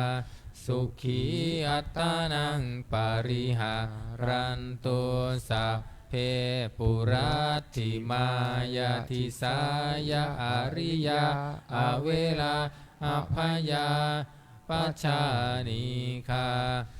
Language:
Pali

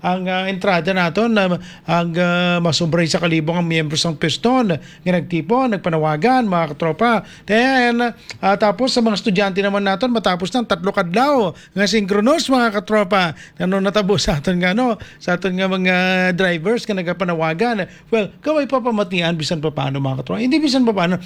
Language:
Hiligaynon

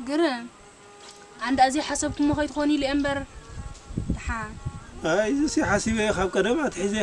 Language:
Tigrinya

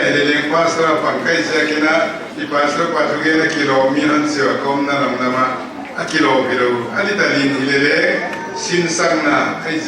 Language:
Paite Chin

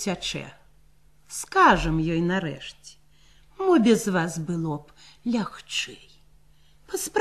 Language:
Belarusian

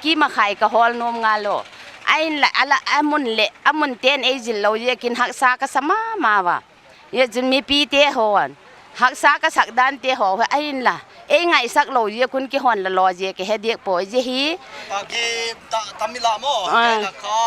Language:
Paite Chin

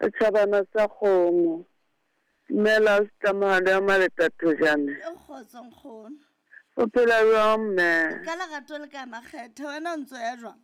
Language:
Southern Sotho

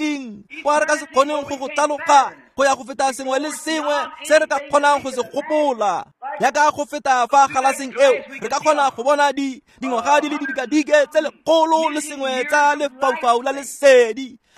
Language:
Tswana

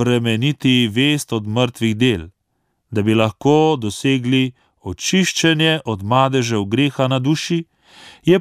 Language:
Slovenian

